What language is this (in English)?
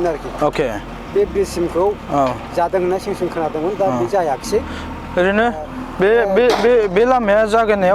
Bodo